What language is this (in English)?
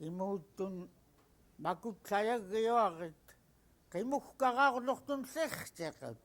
Central Yupik